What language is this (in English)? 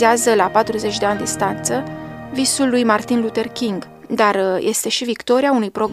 Romanian